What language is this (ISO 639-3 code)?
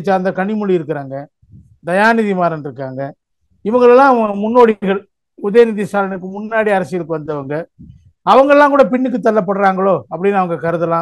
tam